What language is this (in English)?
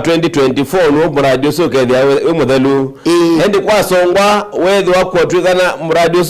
Kamba